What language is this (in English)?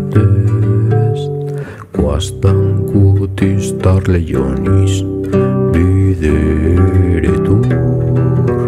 Latin